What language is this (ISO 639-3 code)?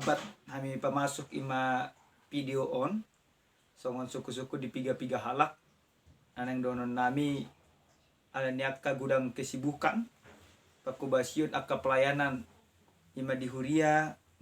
bbc